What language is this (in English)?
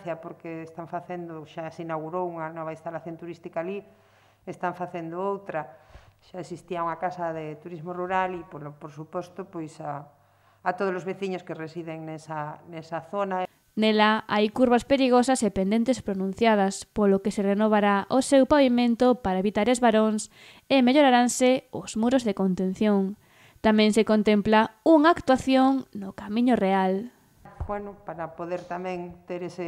Galician